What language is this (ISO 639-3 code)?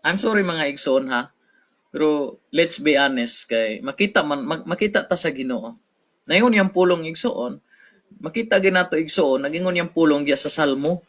ceb